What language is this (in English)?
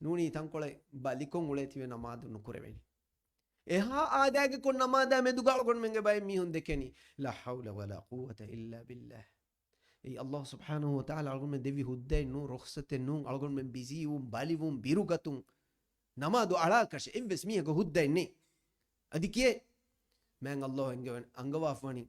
Divehi